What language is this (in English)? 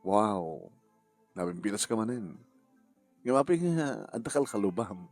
Iloko